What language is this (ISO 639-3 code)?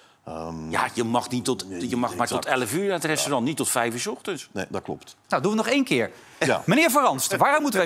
nld